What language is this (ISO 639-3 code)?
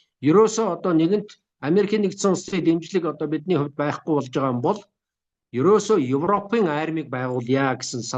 mon